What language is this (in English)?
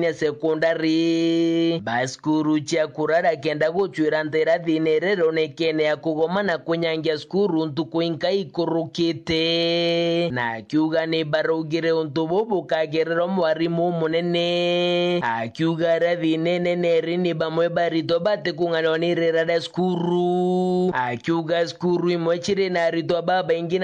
Meru